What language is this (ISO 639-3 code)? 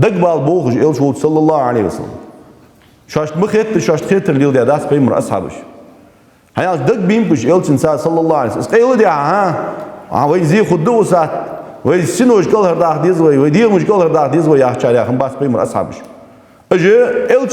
inh